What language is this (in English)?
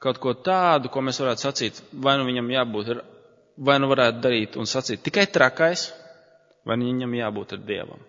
Latvian